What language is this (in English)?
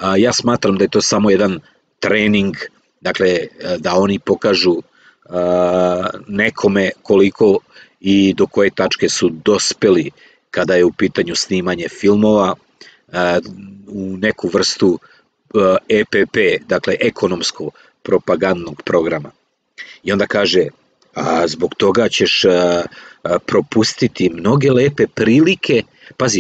Serbian